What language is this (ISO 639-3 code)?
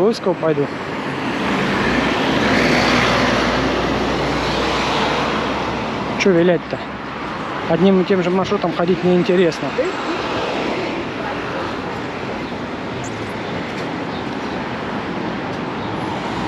rus